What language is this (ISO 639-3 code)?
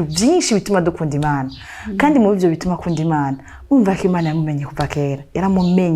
run